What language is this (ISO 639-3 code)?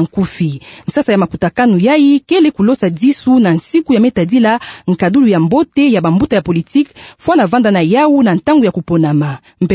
ktu